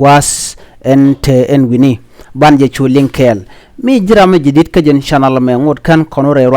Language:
Nuer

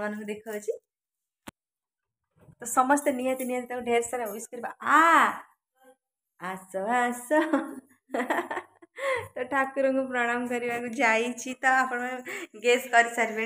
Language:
Odia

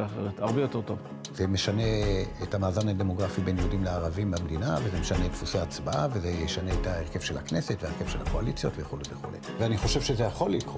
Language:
Hebrew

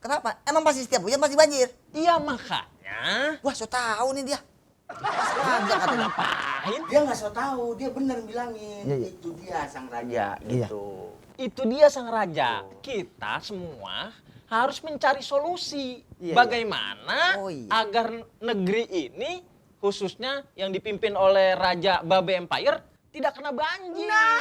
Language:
Betawi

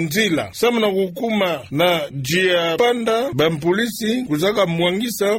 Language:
Kituba (Democratic Republic of Congo)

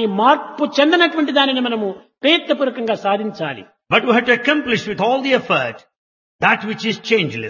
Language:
Telugu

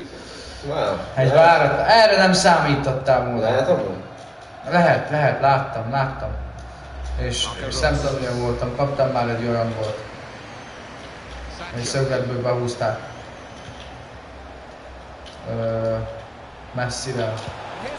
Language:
Hungarian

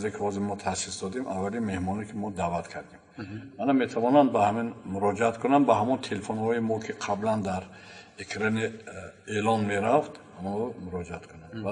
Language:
Tajik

